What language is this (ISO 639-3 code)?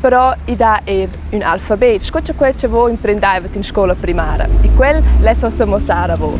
roh